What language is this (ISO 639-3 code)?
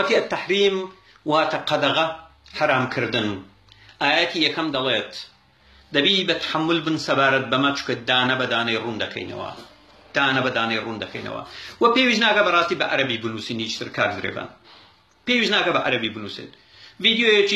ckb